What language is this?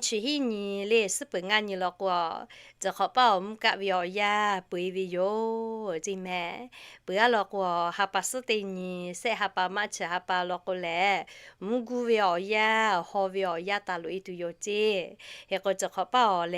Lahu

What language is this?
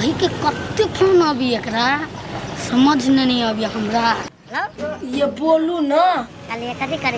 Maithili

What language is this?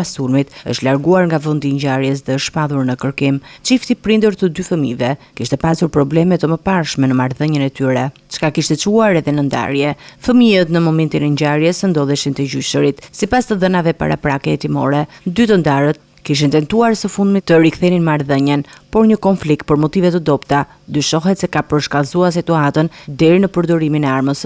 Albanian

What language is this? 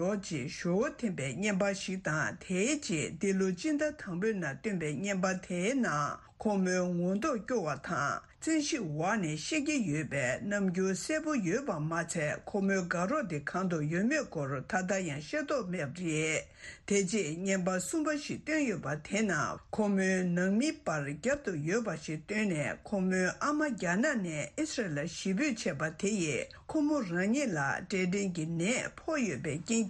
Tibetan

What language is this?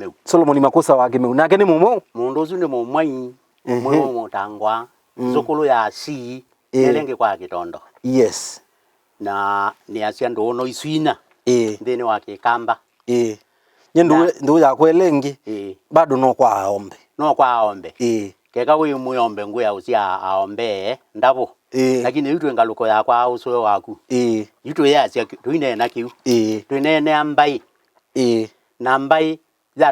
Kamba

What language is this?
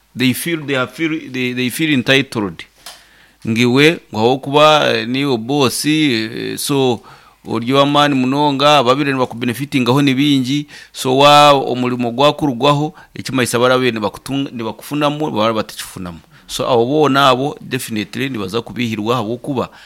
Nyankole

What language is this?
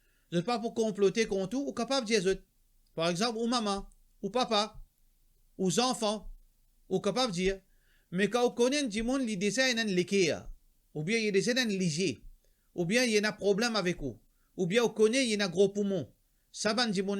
Morisyen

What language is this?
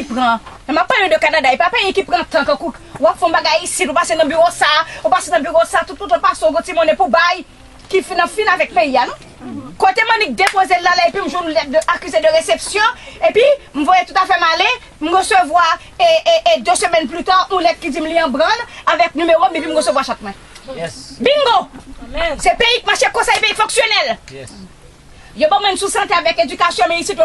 Haitian Creole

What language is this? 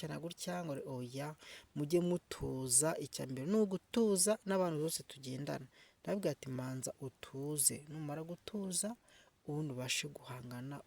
Kinyarwanda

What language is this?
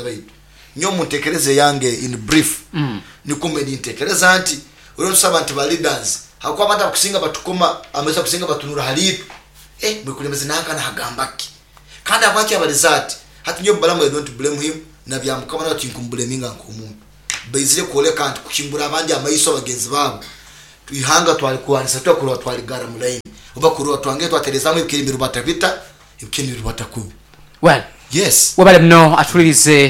Nyoro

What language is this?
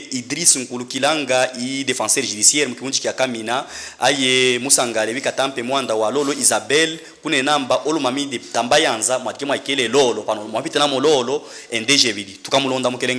Luba-Katanga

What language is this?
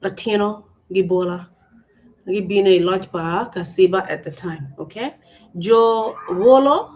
Acoli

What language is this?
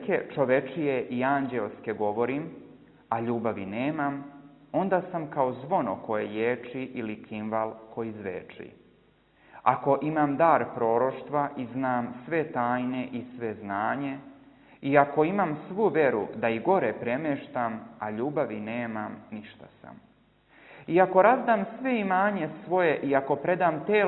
Serbian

